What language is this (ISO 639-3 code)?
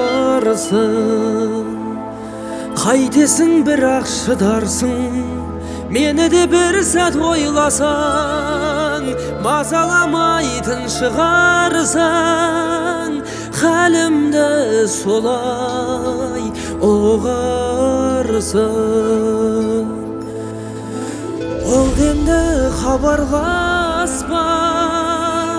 kaz